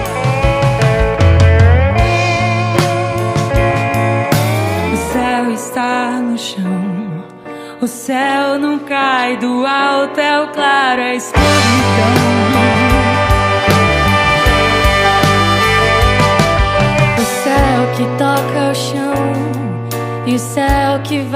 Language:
Portuguese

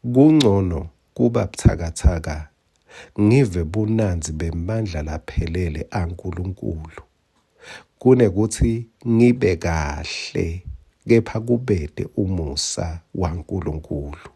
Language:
Swati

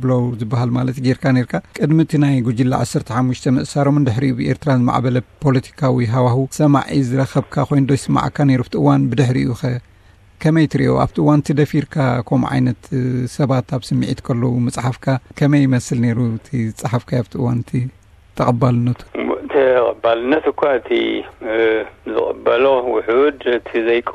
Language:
Tigrinya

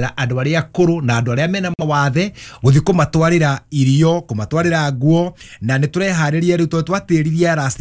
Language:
Kikuyu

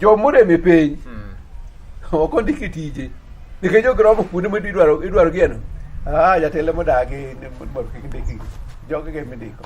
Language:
Luo (Kenya and Tanzania)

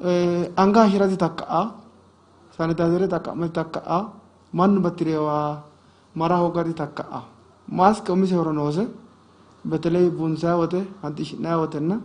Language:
Sidamo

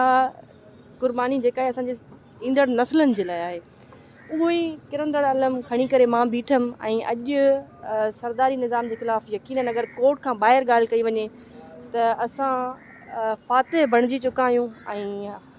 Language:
Sindhi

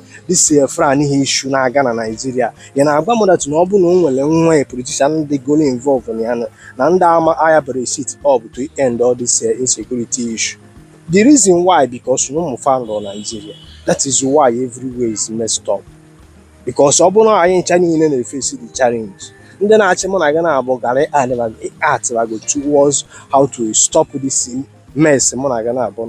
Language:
Igbo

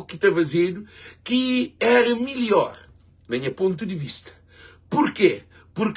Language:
Kabuverdianu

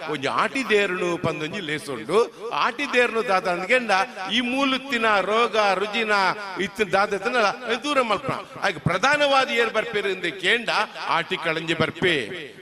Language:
Tulu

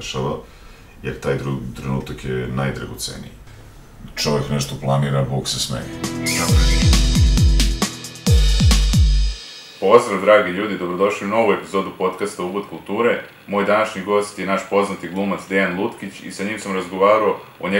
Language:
Serbian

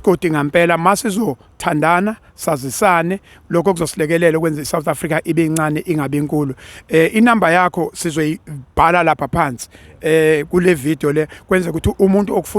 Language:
Zulu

